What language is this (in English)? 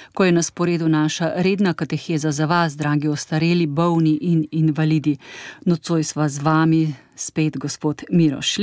Slovenian